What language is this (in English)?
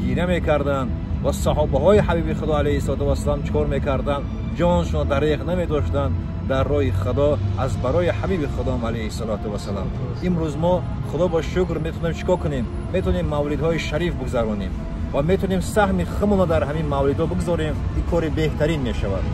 Tajik